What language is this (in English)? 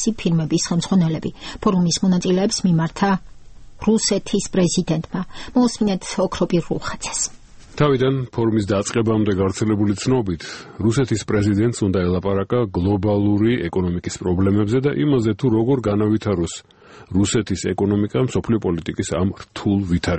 Georgian